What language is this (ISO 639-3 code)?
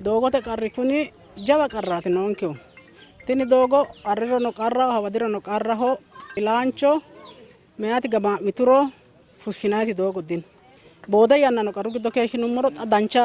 sid